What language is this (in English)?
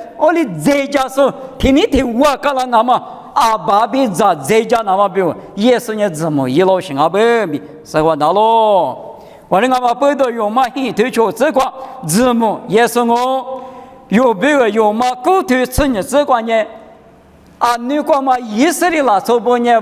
Lisu